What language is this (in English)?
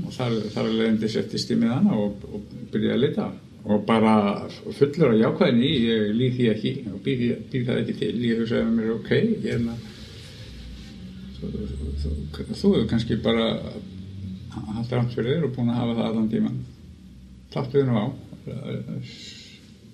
Icelandic